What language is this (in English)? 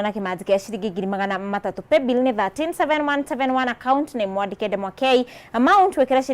Kikuyu